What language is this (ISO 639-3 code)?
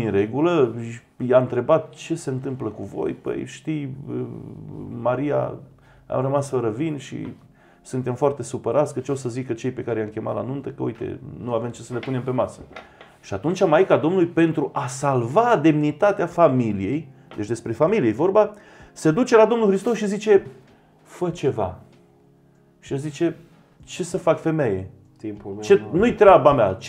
ron